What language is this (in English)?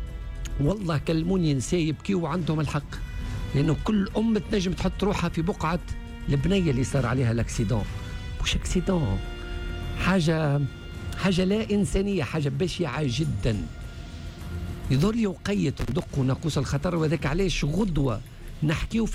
Tunisian Arabic